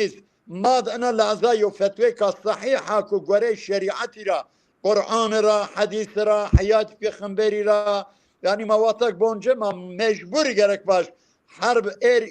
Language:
Zaza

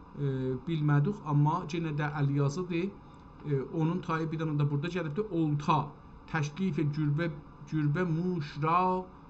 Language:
South Azerbaijani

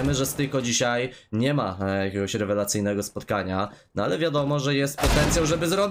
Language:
Polish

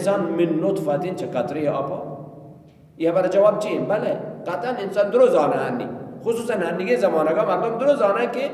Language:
Baluchi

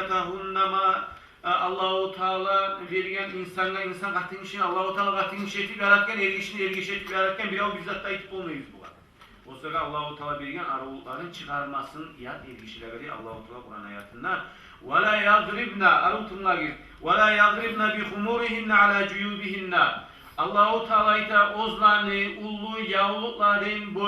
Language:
Kumyk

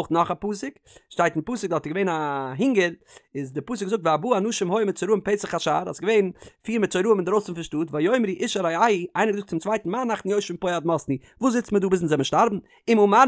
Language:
Yiddish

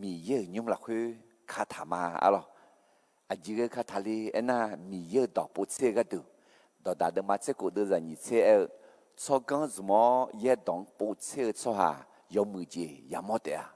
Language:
Akha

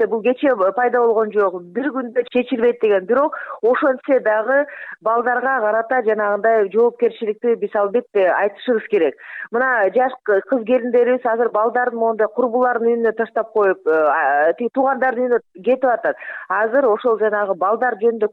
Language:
Kyrgyz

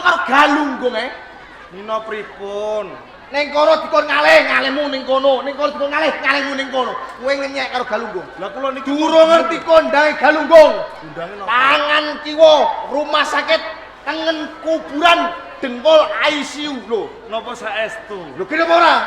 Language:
Javanese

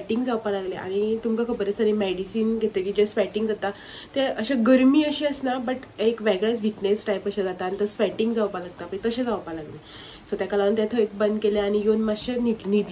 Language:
Konkani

